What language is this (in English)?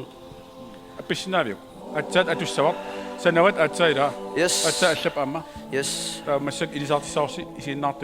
Kalaallisut